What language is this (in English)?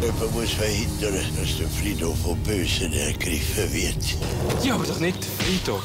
Swiss German